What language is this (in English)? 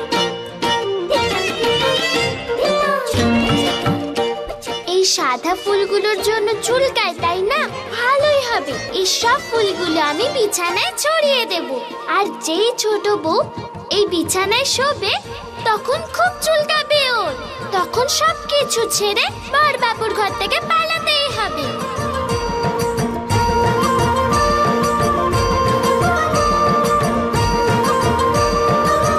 Bangla